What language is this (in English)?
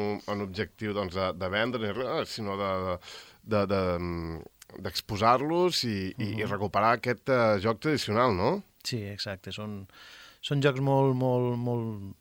Catalan